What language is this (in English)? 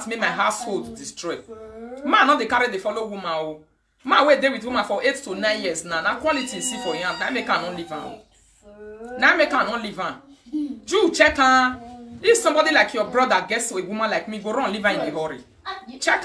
Nigerian Pidgin